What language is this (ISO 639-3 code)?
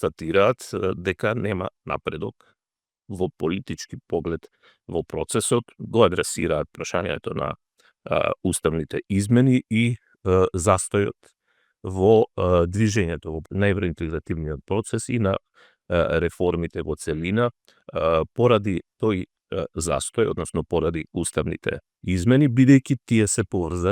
mkd